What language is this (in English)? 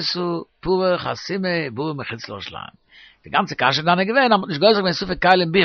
Yiddish